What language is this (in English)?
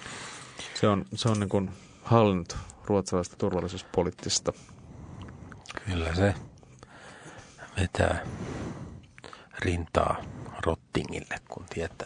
Finnish